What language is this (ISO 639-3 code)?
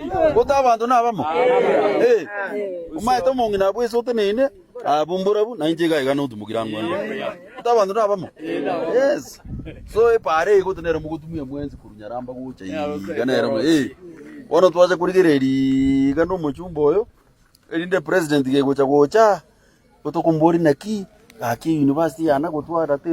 guz